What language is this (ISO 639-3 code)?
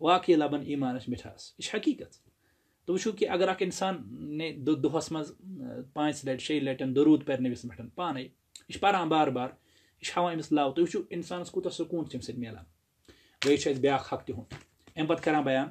kas